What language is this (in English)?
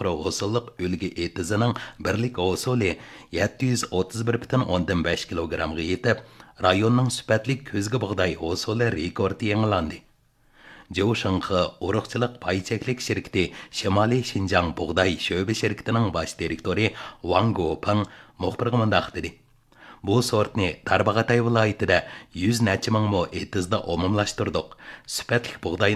Uyghur